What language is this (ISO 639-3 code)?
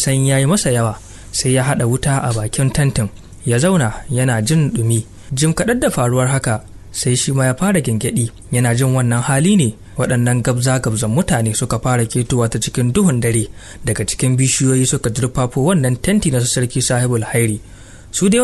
hau